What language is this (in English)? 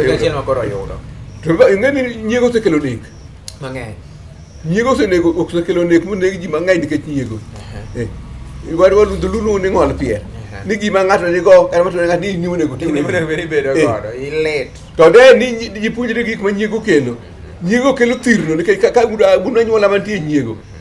Luo (Kenya and Tanzania)